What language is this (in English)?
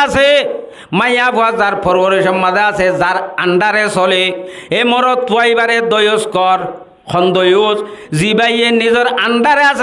Rohingya